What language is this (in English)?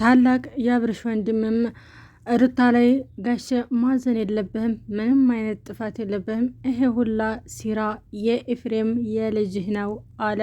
Amharic